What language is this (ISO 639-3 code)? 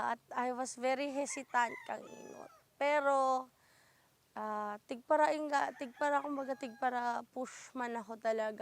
bik